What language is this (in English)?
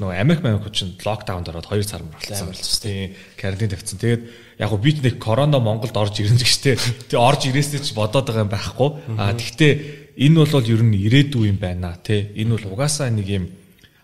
Mongolian